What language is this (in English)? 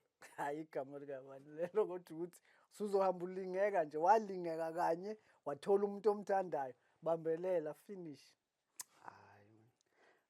Zulu